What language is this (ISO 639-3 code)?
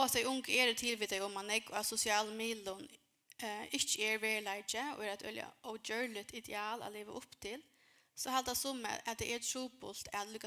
fao